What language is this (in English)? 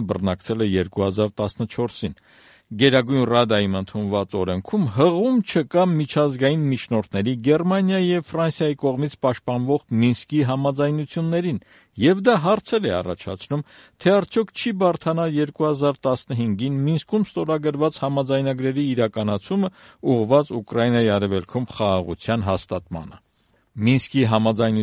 Armenian